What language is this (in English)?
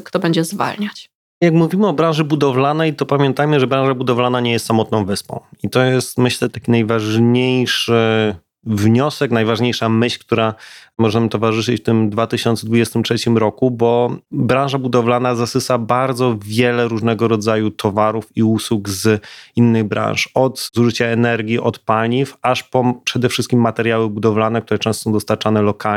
Polish